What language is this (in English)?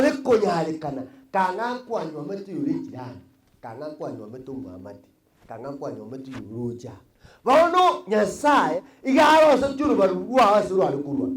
Gusii